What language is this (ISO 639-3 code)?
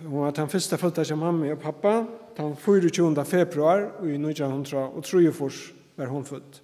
fao